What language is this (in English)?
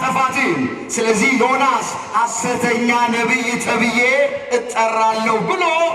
Amharic